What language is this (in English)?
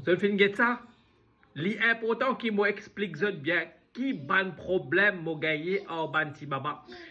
Morisyen